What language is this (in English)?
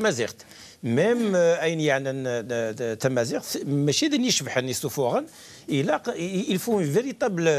Kabyle